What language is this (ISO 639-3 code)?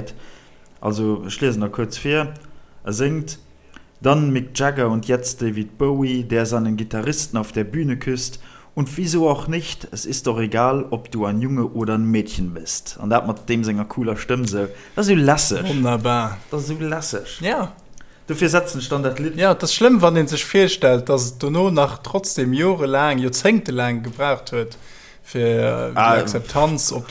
ltz